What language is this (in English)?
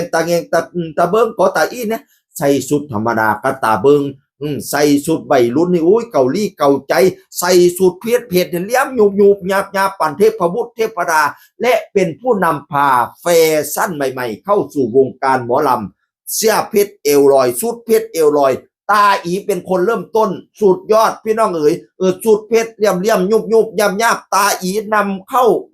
Northeastern Thai